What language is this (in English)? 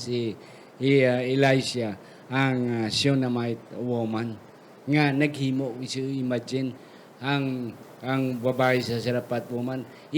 Hiligaynon